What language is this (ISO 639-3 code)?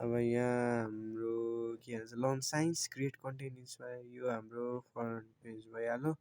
nep